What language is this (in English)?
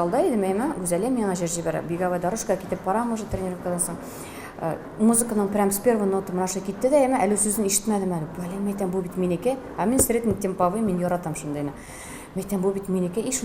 Tatar